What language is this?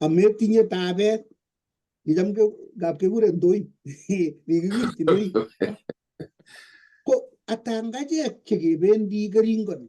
Kalenjin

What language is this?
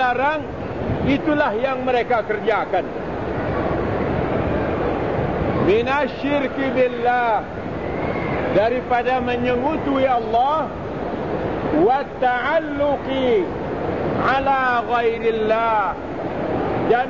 Malay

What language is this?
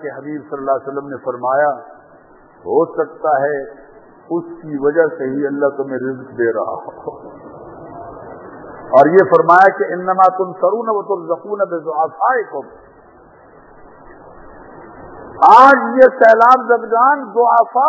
Urdu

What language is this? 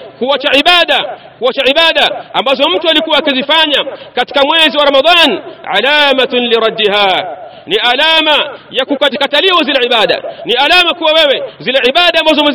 Swahili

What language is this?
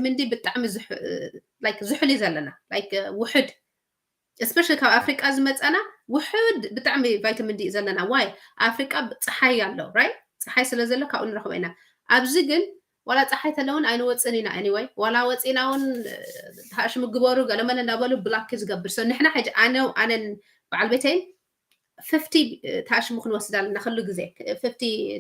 Tigrinya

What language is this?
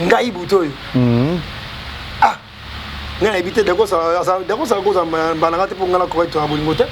Lingala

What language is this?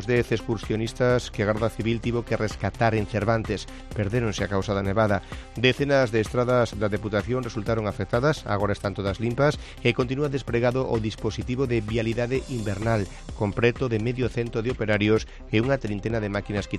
Galician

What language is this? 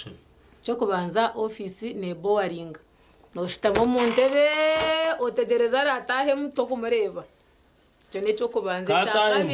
Nyankole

